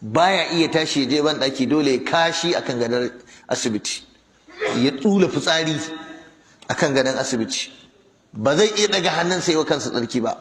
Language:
Hausa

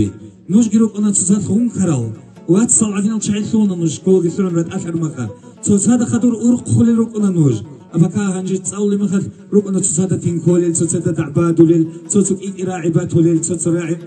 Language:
Avaric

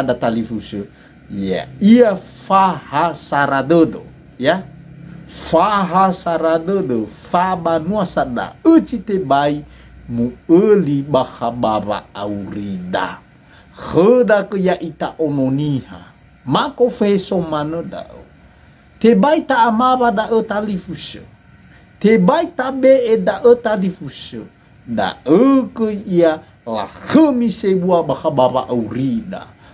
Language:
Nias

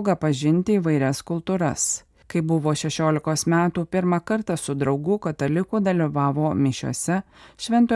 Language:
Lithuanian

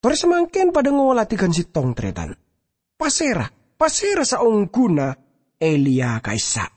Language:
Madurese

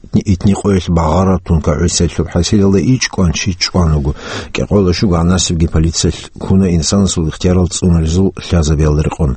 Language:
Avaric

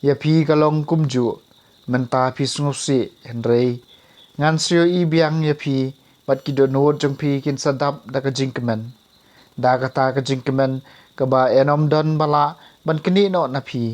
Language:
Khasi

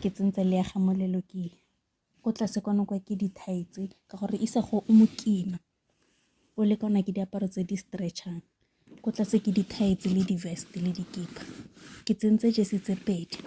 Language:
Tswana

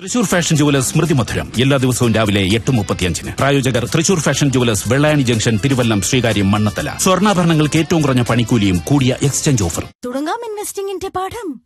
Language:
Malayalam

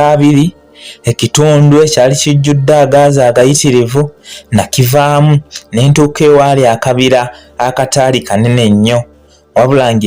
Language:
Ganda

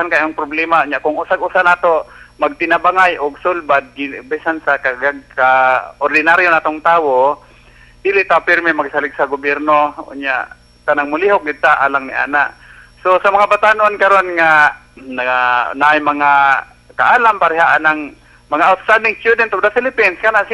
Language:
Cebuano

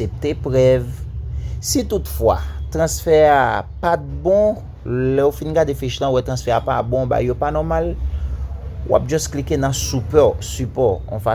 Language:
Haitian Creole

